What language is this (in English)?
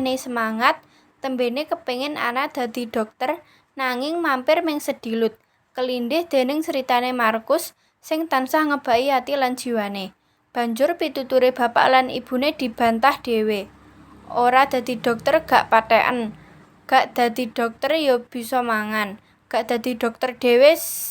Javanese